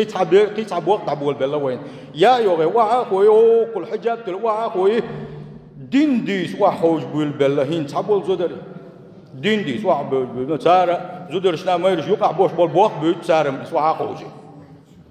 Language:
Chechen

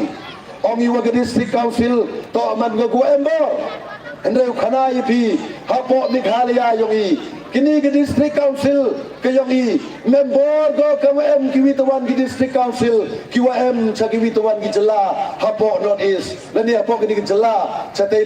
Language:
Pnar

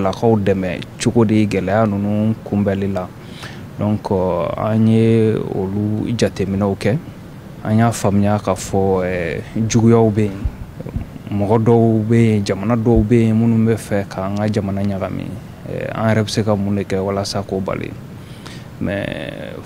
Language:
Bambara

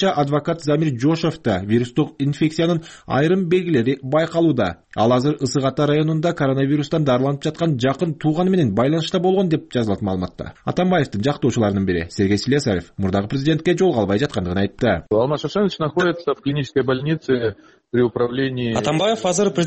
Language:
Kyrgyz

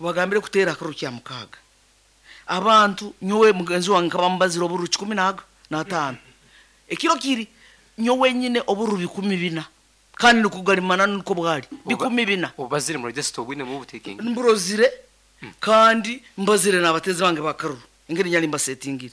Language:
Nyankole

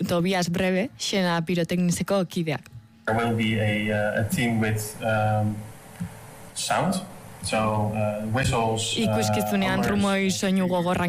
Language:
Basque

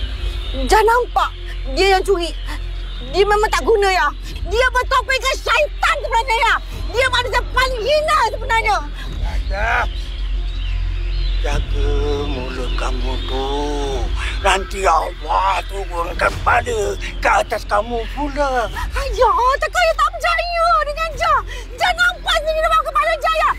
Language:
Malay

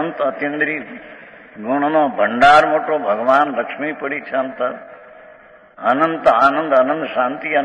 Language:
Gujarati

